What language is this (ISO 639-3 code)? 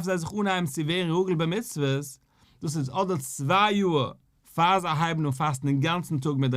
yid